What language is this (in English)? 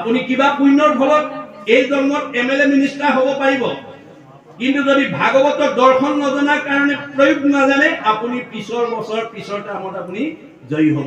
Assamese